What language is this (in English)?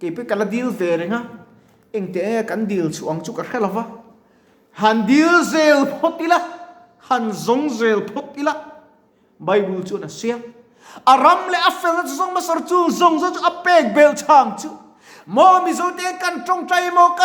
Mizo